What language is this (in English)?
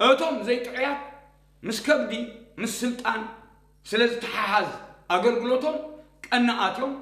Tigrinya